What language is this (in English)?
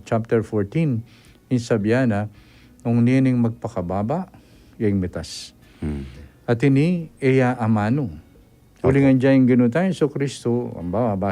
Pampanga